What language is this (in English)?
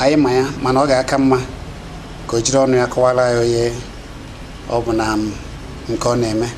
Igbo